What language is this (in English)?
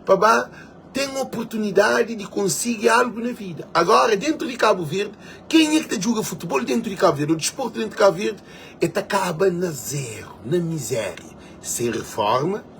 Kabuverdianu